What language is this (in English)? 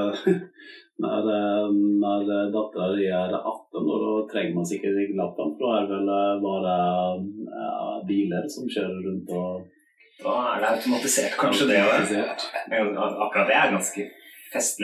Norwegian